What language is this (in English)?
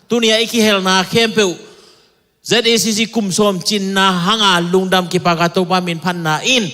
Tedim Chin